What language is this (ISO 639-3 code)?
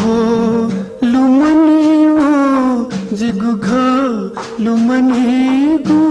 new